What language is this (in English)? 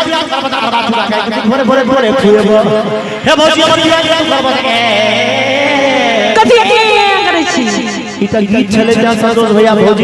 Maithili